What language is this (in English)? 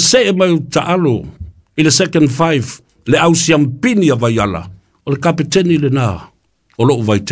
Samoan